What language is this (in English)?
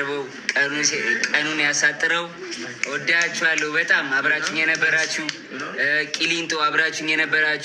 Amharic